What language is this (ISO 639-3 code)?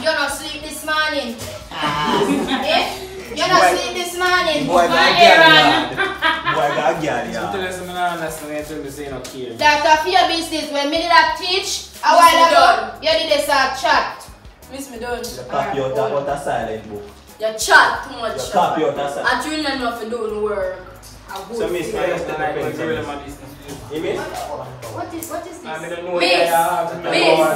jam